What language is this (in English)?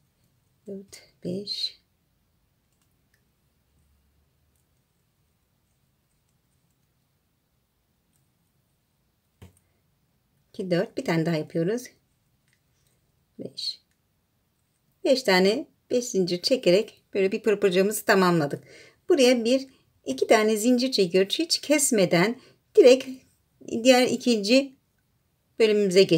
Turkish